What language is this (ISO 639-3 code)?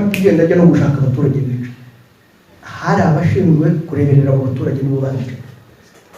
kin